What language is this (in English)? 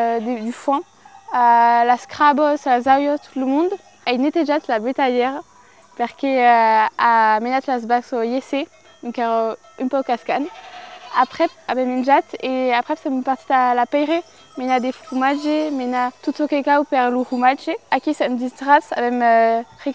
Occitan